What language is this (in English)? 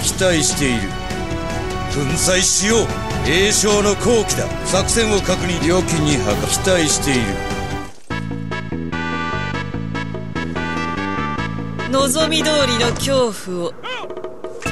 Japanese